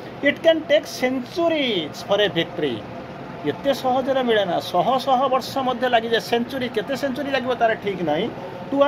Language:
Odia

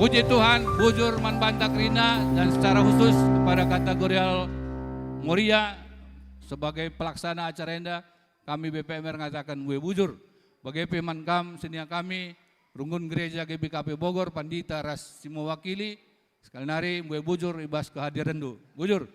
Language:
Batak Karo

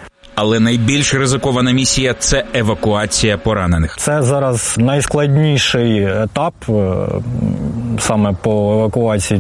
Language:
Ukrainian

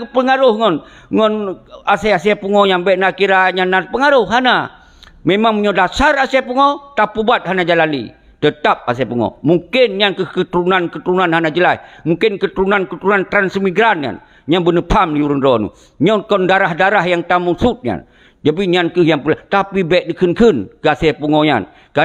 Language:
Achinese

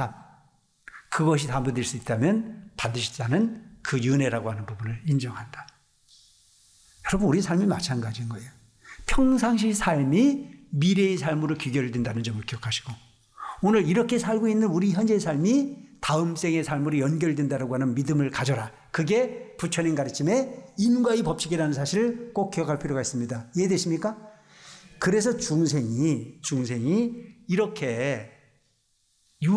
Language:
Korean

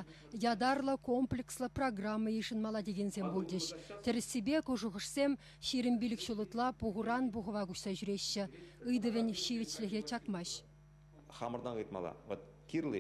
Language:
Chuvash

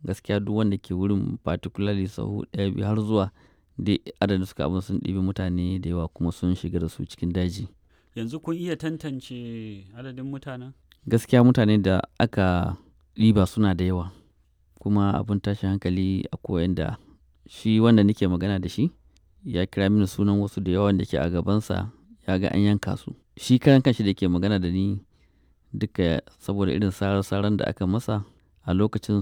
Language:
Hausa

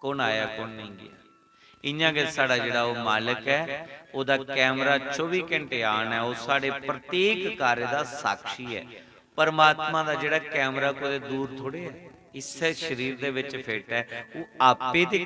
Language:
Dogri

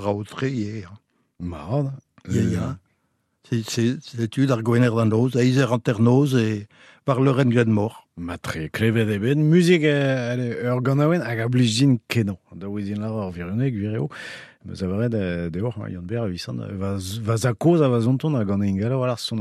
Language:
Breton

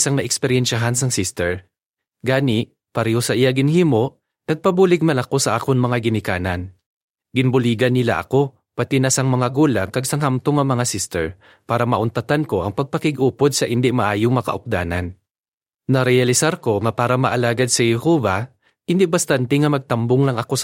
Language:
Hiligaynon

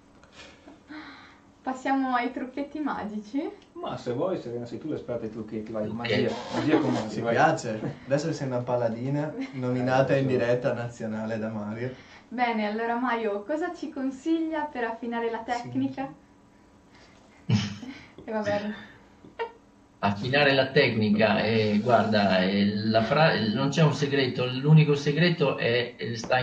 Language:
Italian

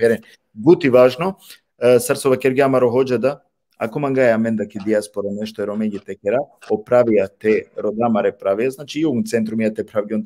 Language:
Balkan Romani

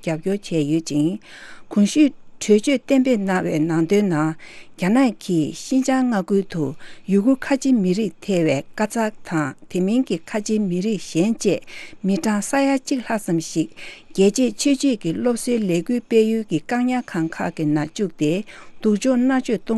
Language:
Tibetan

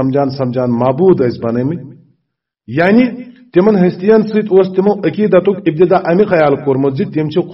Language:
Kashmiri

